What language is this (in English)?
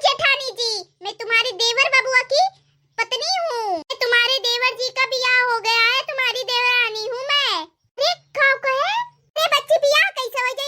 Awadhi